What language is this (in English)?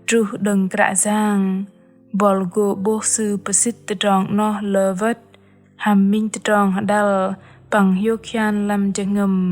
Bahnar